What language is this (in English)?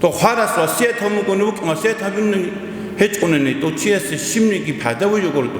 Avaric